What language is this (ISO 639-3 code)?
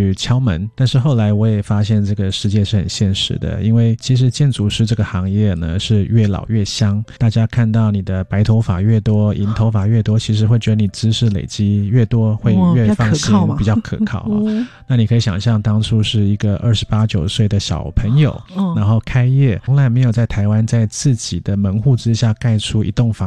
zho